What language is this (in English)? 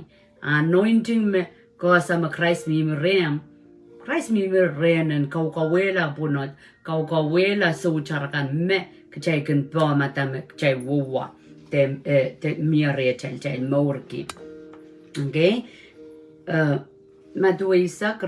Pohnpeian